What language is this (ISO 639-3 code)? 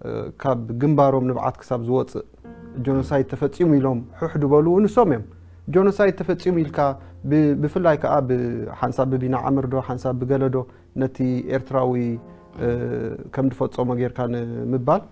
tir